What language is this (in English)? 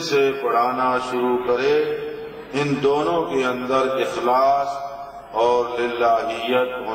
Urdu